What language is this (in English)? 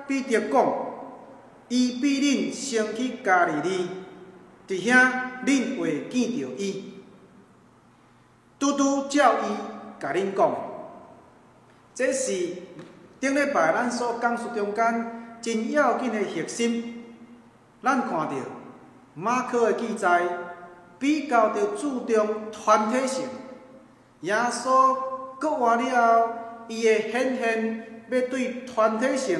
Min Nan Chinese